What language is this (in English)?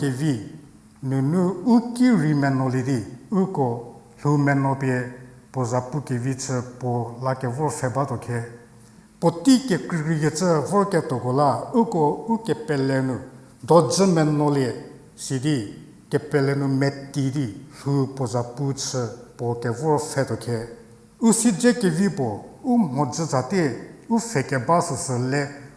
Angami Naga